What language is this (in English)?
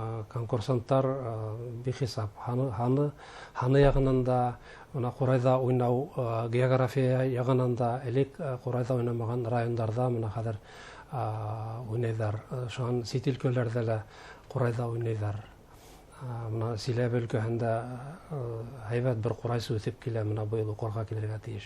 Bashkir